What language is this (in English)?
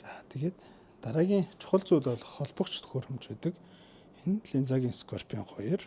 Mongolian